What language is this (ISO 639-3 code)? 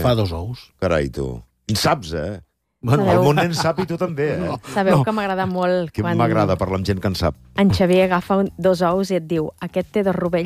cat